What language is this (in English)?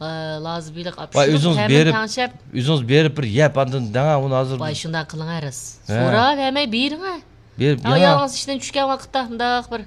Uyghur